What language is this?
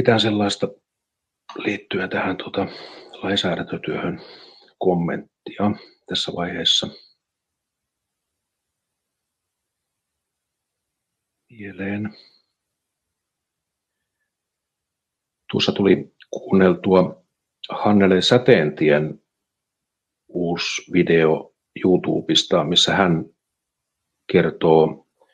Finnish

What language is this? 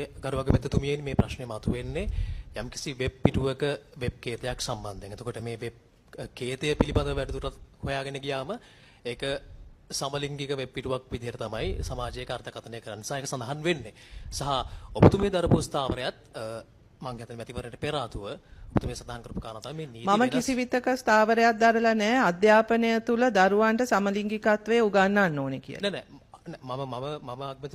Sinhala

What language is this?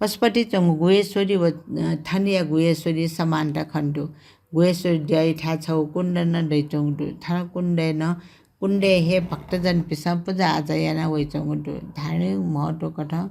Newari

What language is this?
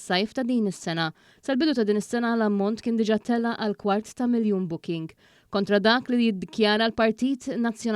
Maltese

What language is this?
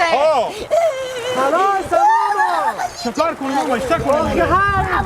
Hazaragi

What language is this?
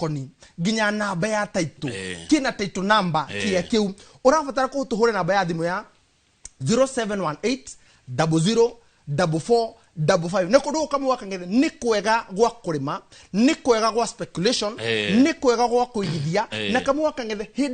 Kikuyu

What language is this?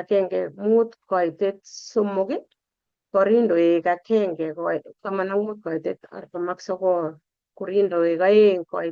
Kalenjin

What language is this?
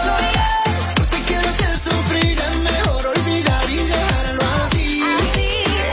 Spanish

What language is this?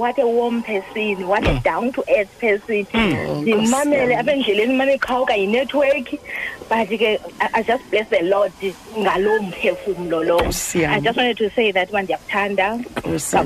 Xhosa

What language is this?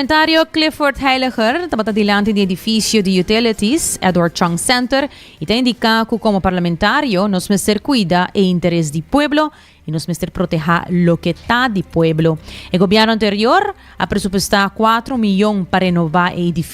Papiamento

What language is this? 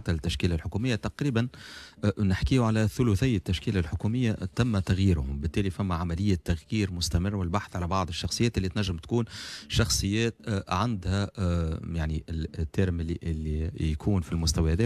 Tunisian Arabic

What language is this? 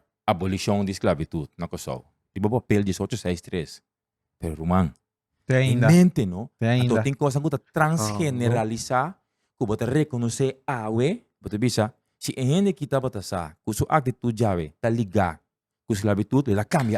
Papiamento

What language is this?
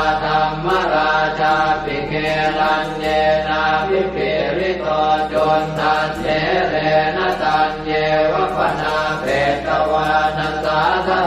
Pali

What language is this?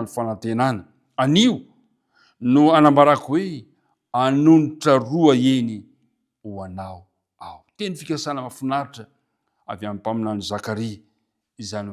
Malagasy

